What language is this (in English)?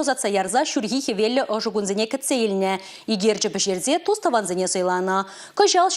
Chuvash